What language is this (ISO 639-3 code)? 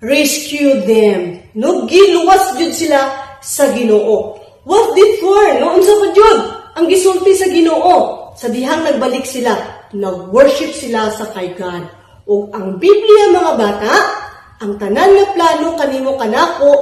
ceb